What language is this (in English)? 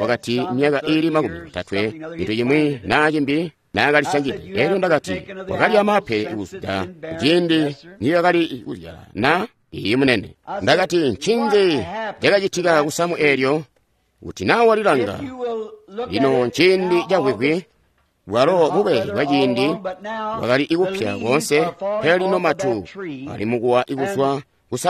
Tonga (Zambia)